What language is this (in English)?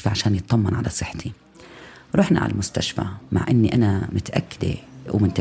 North Levantine Arabic